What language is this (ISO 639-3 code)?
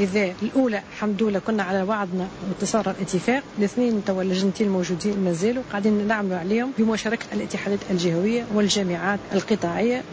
aeb